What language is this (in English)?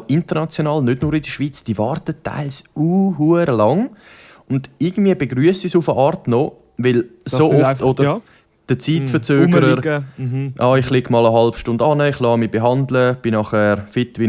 Swiss German